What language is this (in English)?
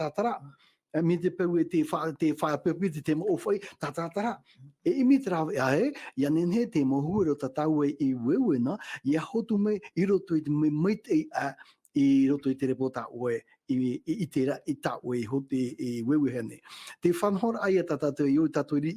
Tahitian